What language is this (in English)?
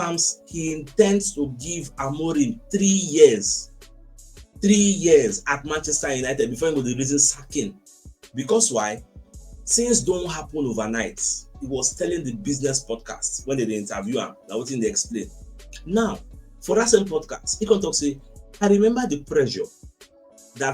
Nigerian Pidgin